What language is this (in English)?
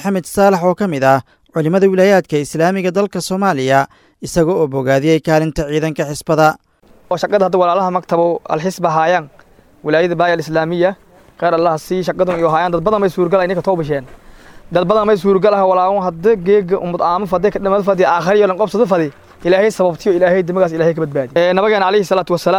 Somali